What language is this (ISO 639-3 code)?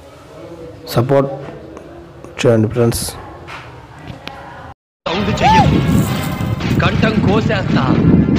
tel